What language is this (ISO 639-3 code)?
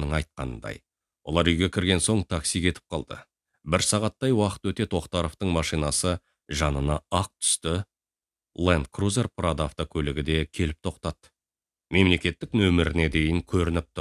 kaz